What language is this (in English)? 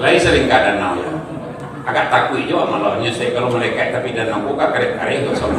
Minangkabau